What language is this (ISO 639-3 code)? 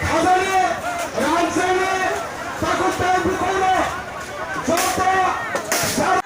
trp